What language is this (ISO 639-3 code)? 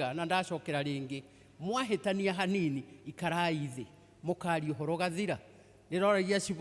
kik